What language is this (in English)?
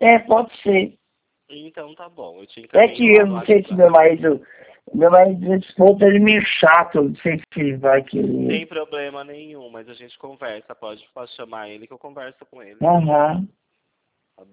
Portuguese